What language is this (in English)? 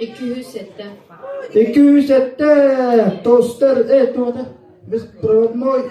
Yakut